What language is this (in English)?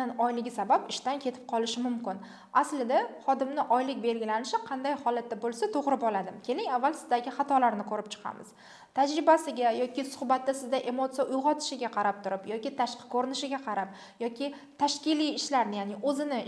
Uzbek